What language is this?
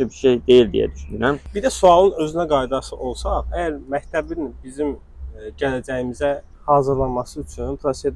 Azerbaijani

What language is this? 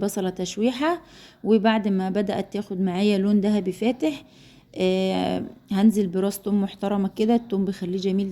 Egyptian Arabic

